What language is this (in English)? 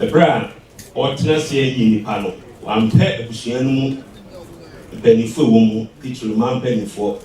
Akan